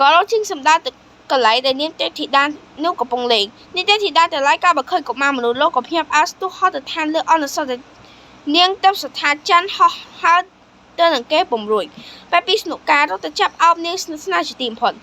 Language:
Khmer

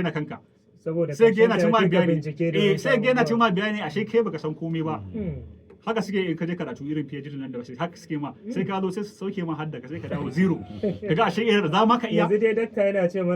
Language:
Hausa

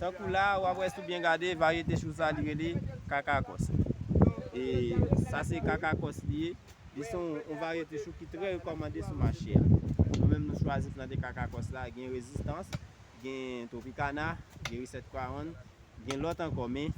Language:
Haitian Creole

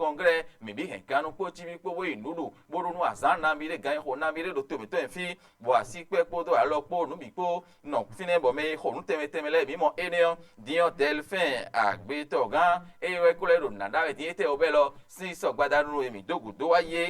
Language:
Fon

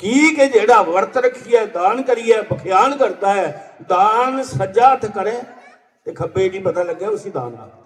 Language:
Dogri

